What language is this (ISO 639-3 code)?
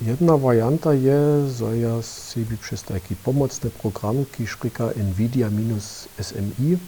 hsb